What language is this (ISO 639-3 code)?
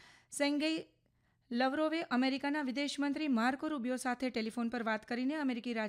guj